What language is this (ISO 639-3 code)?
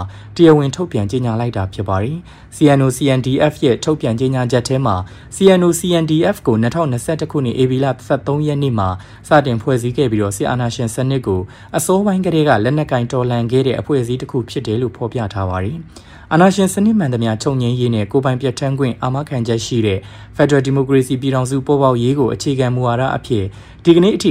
mya